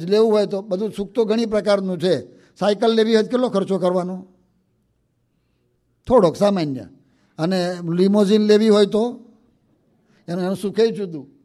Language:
Gujarati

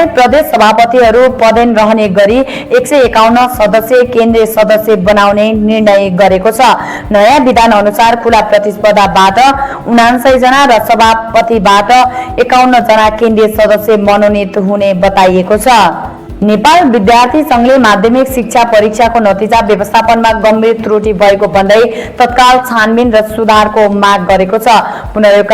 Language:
Nepali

